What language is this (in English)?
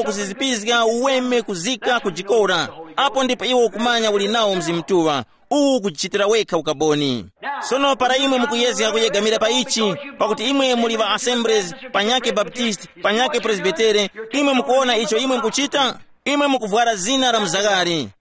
Tumbuka